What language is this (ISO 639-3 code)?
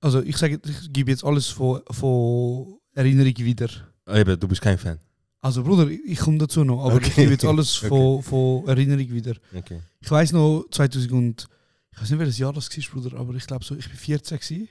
gsw